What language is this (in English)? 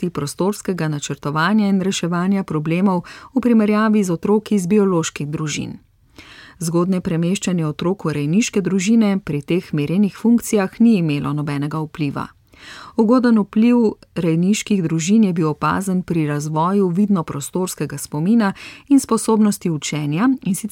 Slovenian